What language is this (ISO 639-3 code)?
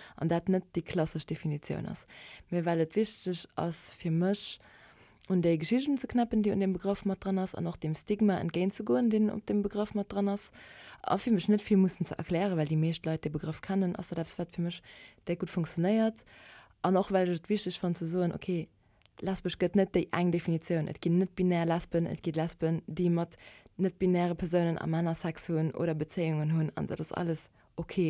ltz